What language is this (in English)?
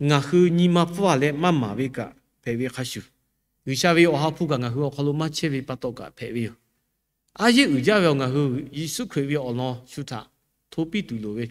Lahu